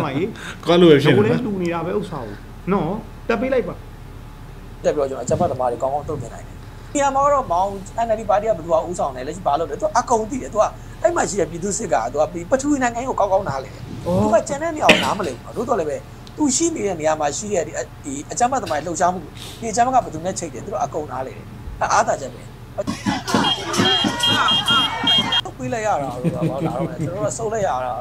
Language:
Burmese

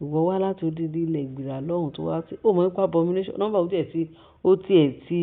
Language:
Yoruba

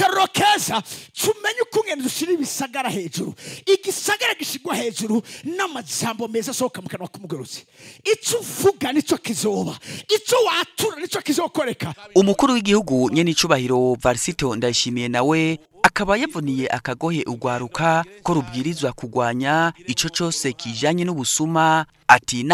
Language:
Rundi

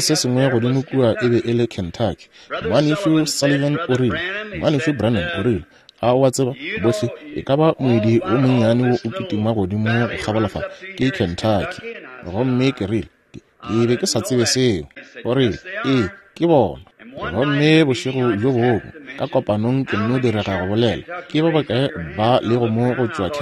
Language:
Northern Sotho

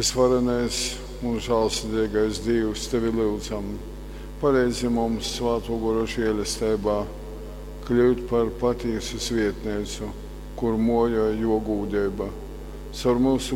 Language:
Latgalian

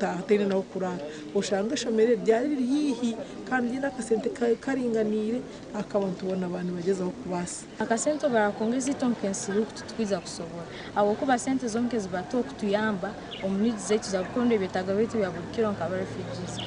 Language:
Nyankole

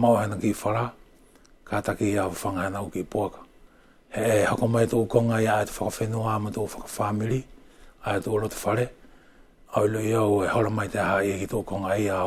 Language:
Wallisian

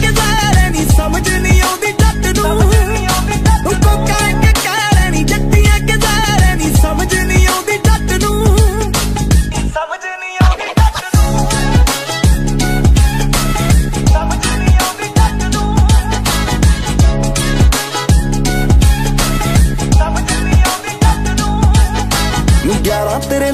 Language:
Punjabi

